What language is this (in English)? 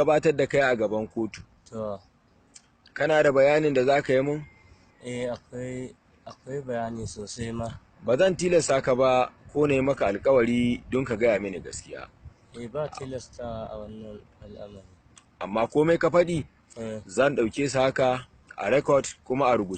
Hausa